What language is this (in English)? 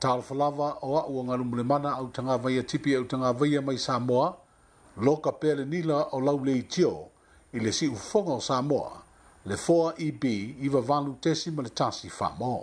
Samoan